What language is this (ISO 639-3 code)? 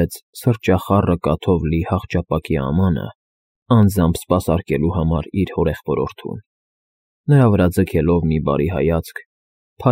hye